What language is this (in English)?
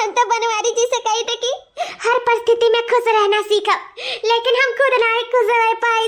Awadhi